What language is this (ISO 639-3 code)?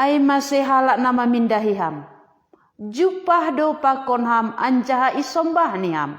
bts